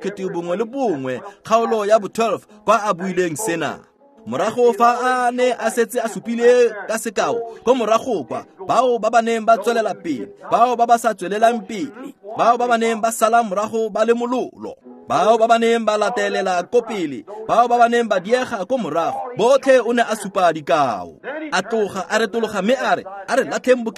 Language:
Tswana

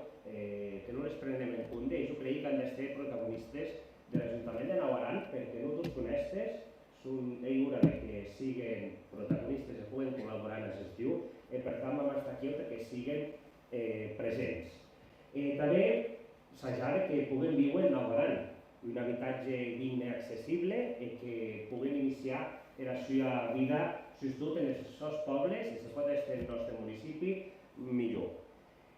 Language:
Occitan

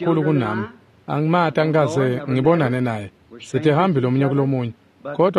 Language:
Swati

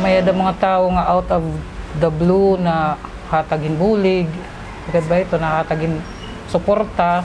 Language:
Waray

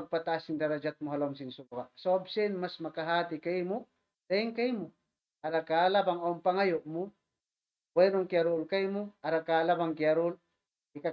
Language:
Tausug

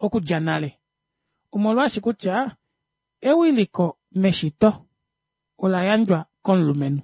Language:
Kuanyama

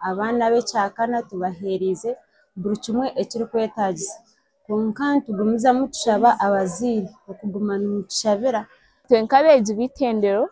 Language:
Nyankole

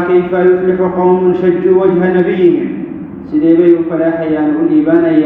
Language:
Somali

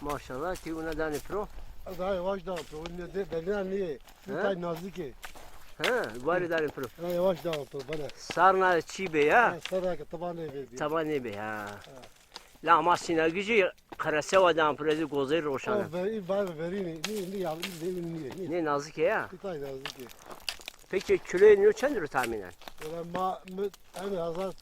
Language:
Zaza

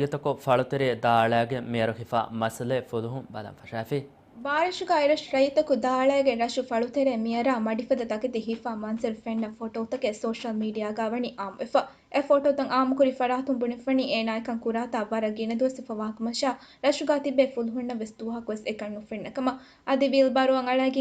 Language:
Divehi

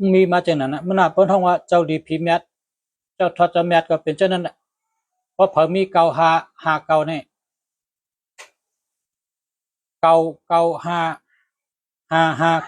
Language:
Shan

